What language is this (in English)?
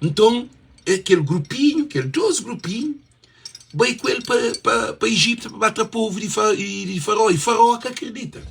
Kabuverdianu